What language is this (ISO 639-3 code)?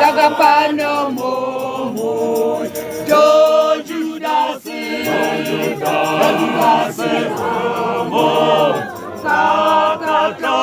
tsn